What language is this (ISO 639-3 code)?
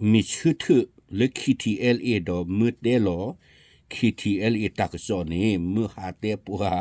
ksw